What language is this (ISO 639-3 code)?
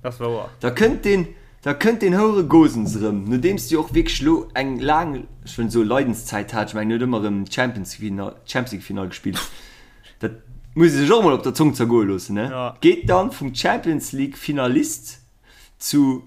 ltz